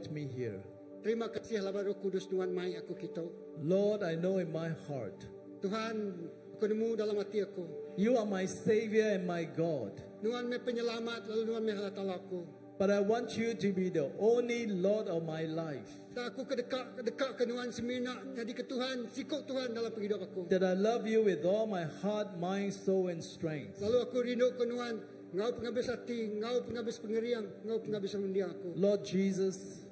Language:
Iban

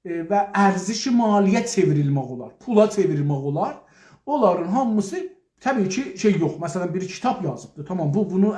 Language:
South Azerbaijani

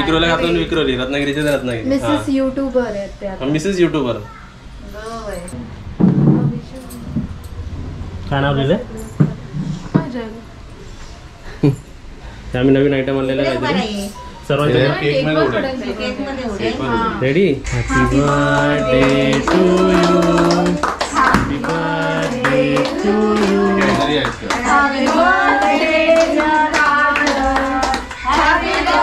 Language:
Marathi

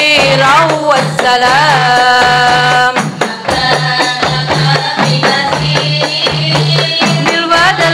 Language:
Indonesian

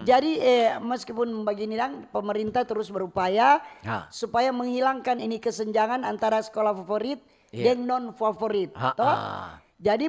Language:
Manado Malay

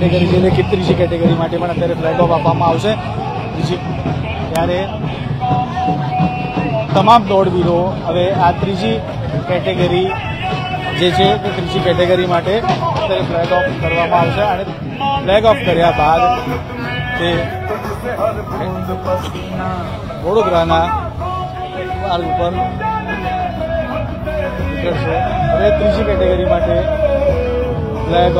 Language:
Gujarati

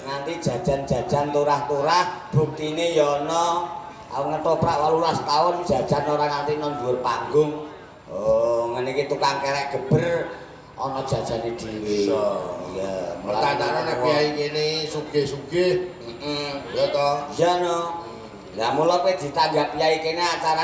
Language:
Javanese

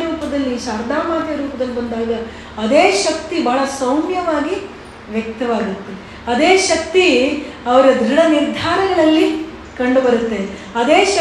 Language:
Kannada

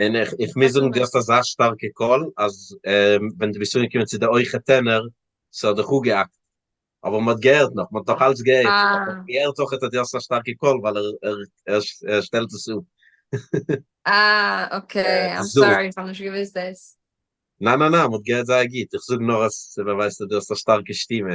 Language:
Yiddish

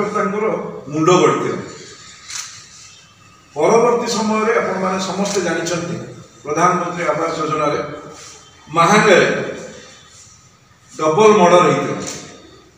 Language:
Odia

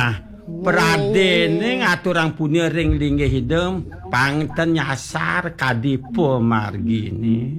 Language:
Balinese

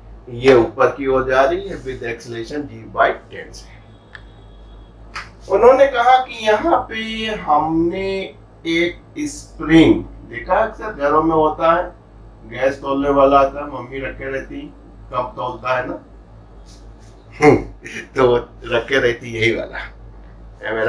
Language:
Hindi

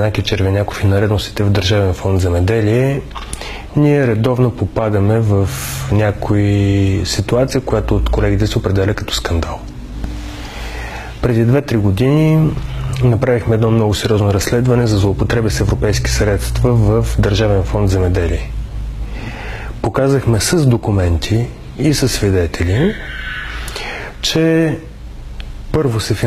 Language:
Bulgarian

